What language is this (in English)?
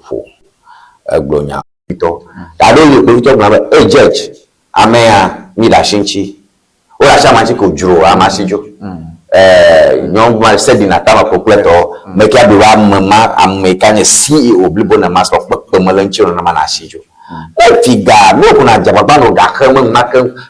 Ewe